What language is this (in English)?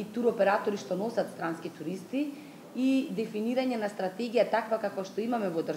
Macedonian